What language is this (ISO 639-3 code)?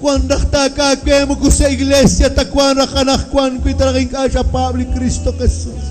kek